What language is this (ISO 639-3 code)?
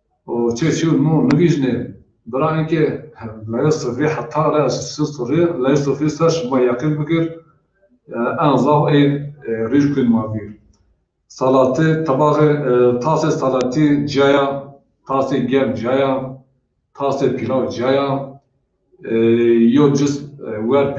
zza